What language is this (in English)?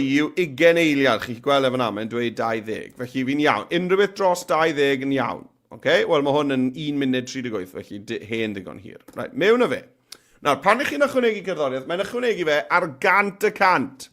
Welsh